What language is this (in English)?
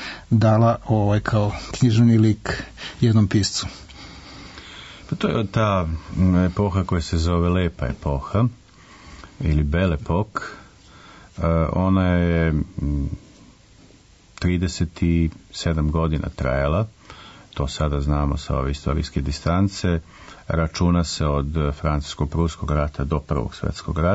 Serbian